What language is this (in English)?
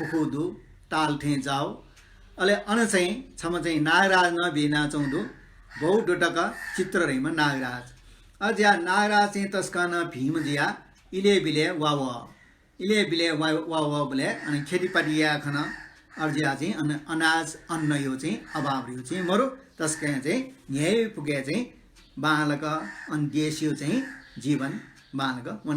Newari